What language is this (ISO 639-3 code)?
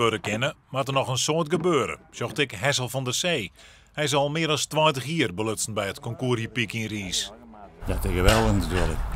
fry